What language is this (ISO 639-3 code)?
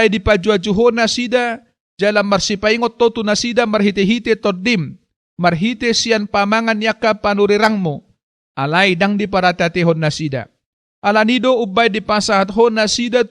bbc